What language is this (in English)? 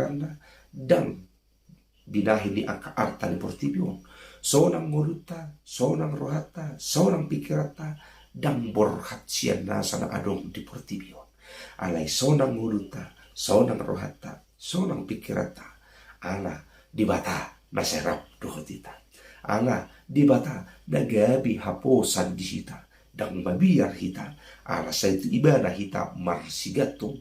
Batak Toba